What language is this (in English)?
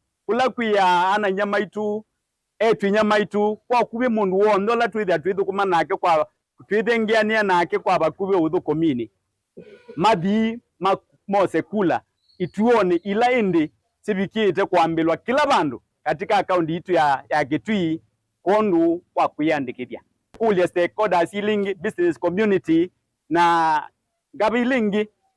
Kamba